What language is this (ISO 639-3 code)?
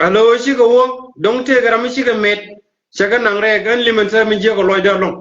nus